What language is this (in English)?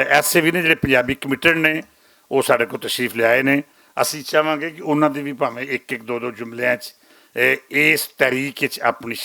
Western Panjabi